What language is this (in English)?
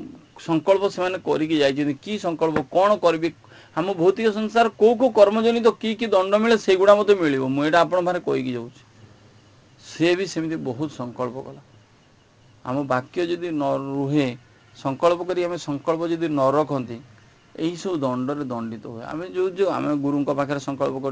Odia